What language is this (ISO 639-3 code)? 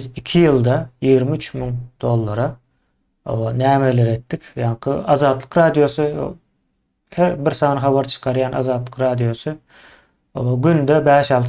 tuk